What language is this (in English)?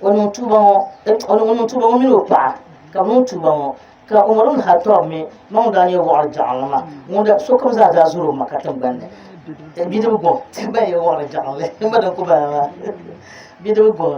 Dagbani